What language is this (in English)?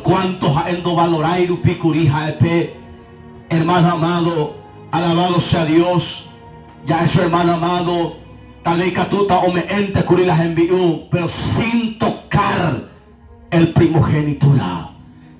Guarani